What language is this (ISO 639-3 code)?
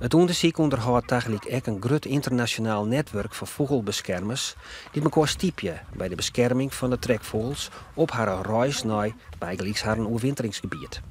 fry